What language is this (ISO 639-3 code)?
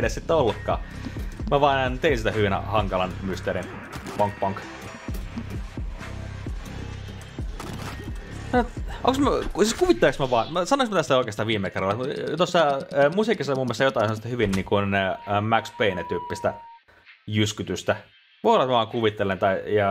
fin